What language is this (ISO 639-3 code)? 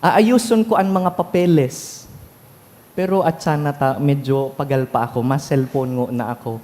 bik